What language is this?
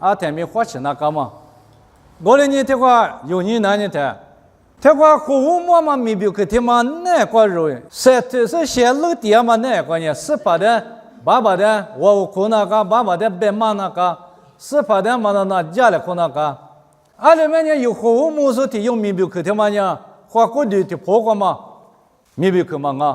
Lisu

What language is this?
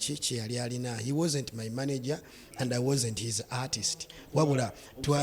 Ganda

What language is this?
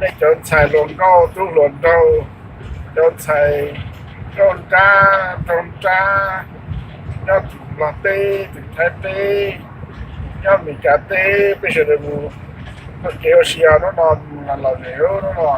Hmong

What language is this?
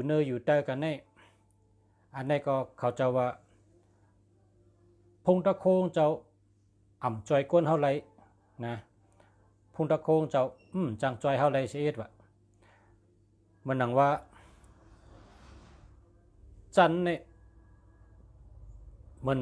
Shan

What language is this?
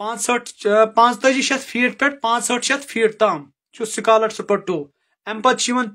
Kashmiri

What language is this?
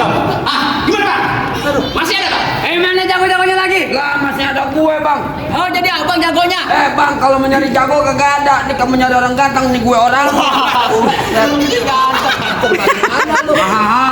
Betawi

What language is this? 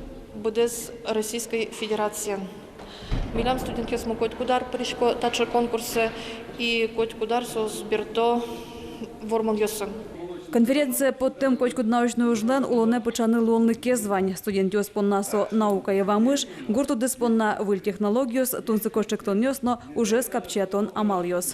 Udmurt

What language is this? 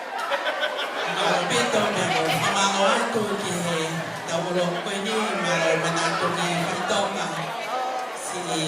Tongan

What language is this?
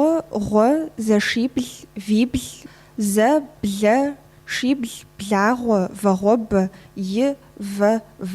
Kabardian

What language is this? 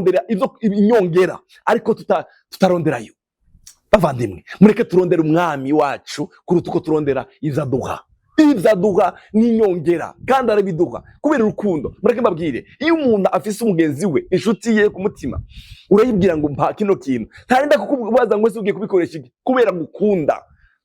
Rundi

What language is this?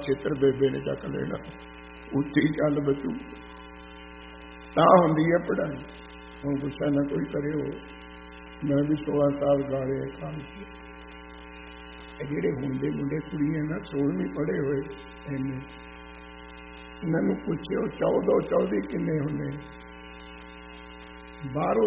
Punjabi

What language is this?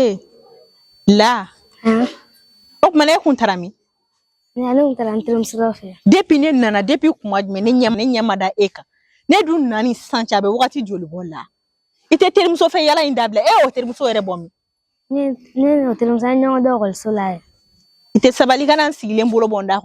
Bambara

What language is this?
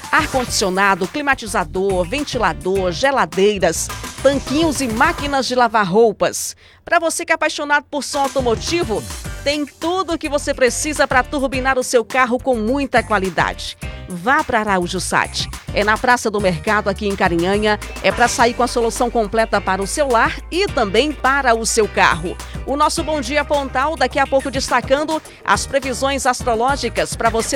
Portuguese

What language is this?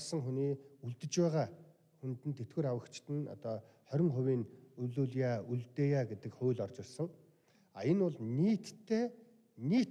Mongolian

